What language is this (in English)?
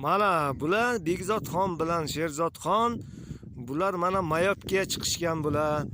Uzbek